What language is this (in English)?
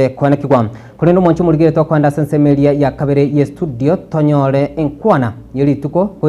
Gusii